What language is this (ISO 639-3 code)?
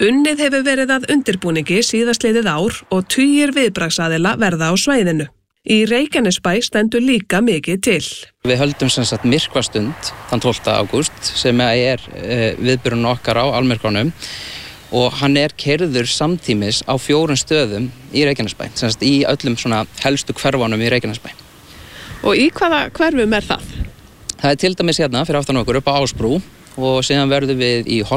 isl